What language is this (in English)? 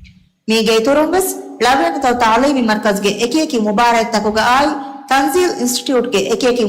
Divehi